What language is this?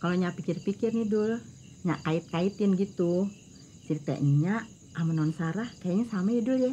Betawi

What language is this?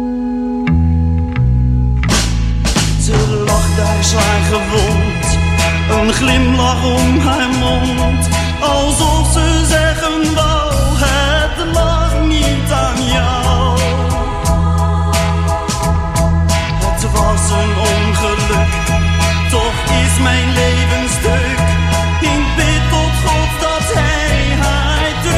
Dutch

